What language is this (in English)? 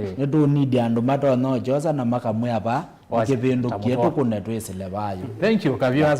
Kamba